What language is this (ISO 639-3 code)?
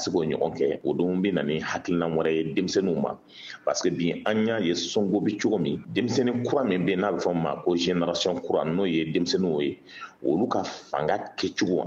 bam